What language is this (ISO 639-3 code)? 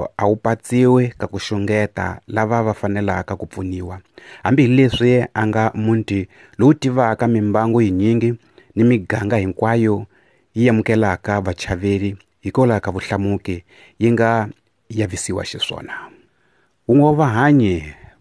tso